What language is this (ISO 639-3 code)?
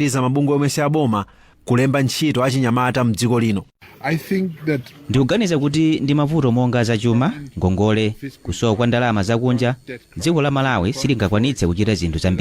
nya